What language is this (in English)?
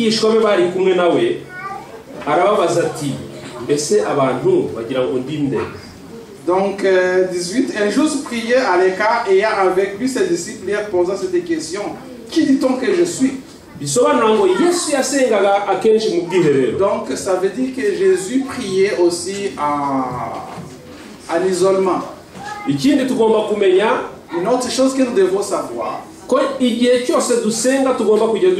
Kinyarwanda